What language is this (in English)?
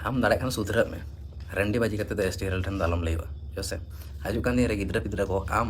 Santali